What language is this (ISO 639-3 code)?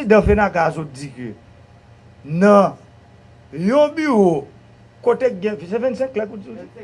hat